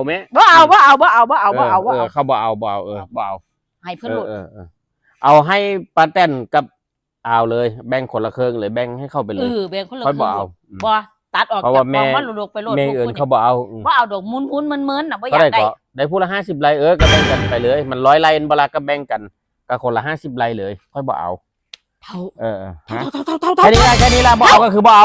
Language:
Northeastern Thai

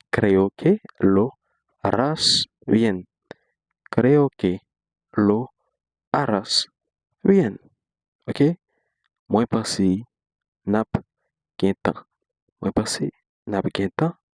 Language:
Haitian Creole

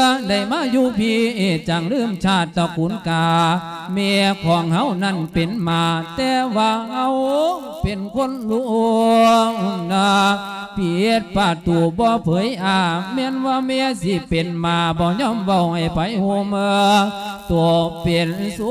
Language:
Lao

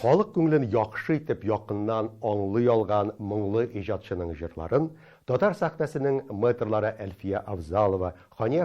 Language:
Tatar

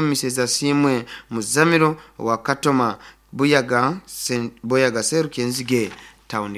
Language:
Nyoro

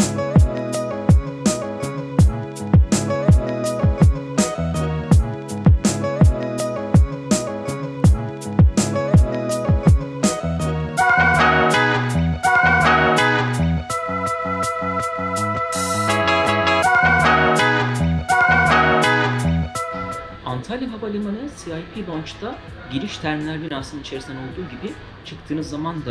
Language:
Turkish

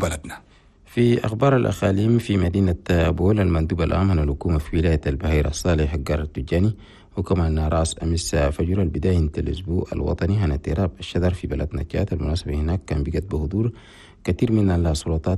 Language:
Chadian Arabic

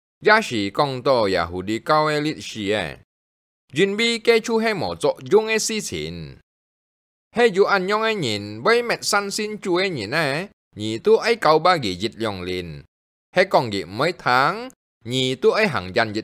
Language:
Hakka Chinese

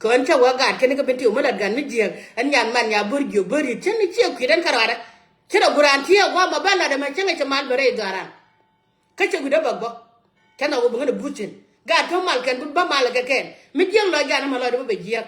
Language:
Nuer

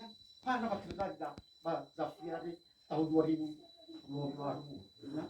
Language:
Nias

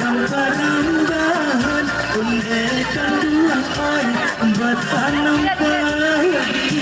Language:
Minangkabau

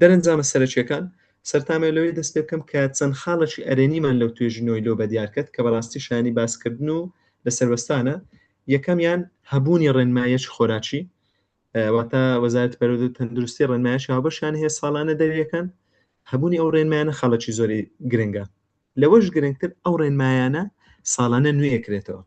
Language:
Central Kurdish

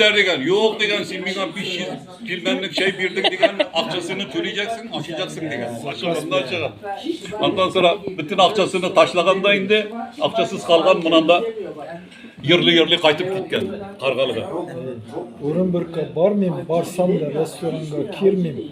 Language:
Tatar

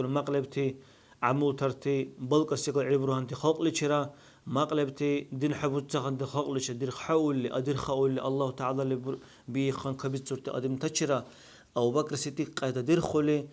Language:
Dargwa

